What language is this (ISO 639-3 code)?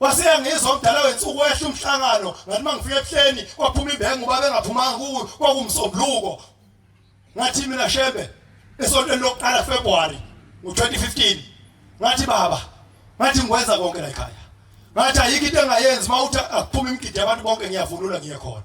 zul